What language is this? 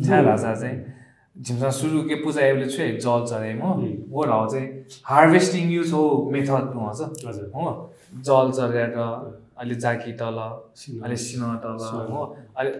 Newari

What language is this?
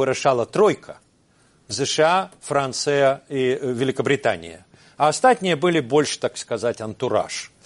Belarusian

